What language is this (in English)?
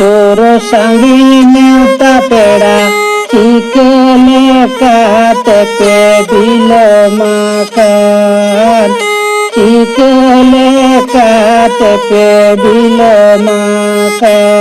Santali